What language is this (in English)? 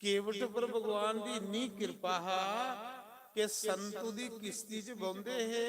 Dogri